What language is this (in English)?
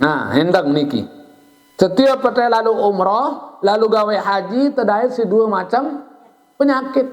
Sasak